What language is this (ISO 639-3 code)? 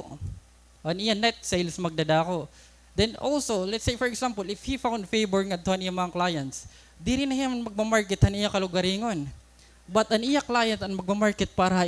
war